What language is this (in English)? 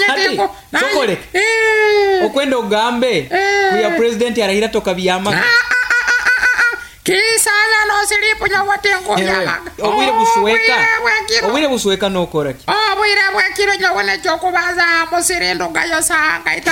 Nyoro